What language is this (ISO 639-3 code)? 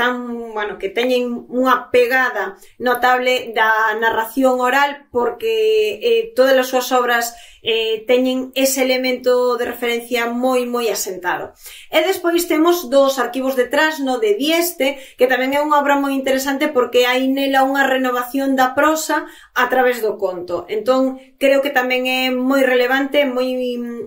glg